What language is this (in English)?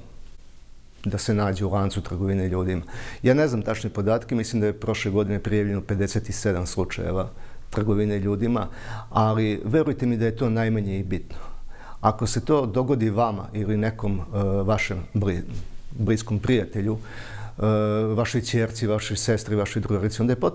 Serbian